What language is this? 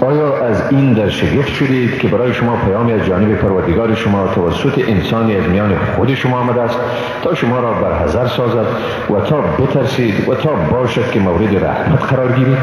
Persian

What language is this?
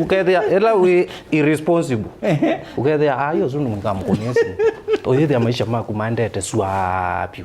Kamba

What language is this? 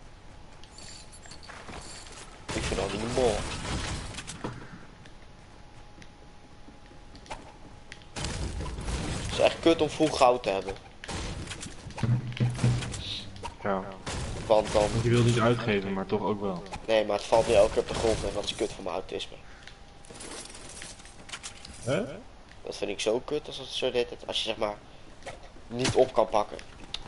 Dutch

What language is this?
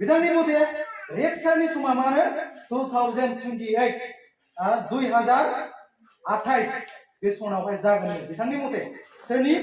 Bodo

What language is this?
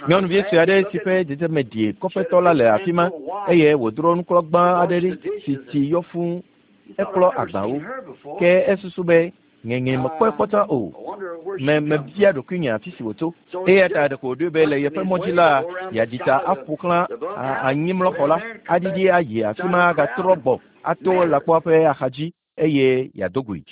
Ewe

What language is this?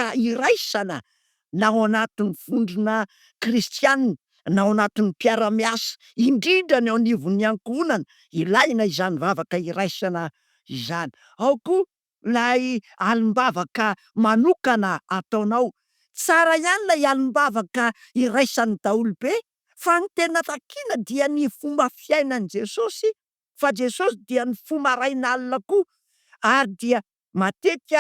Malagasy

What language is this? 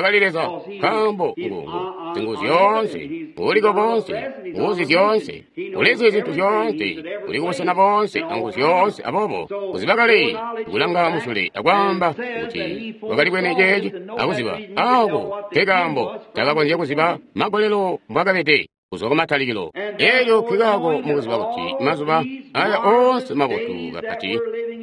Tonga (Zambia)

